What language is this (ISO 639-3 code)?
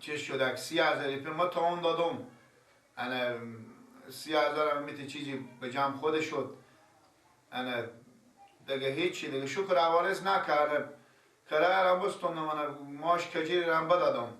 fas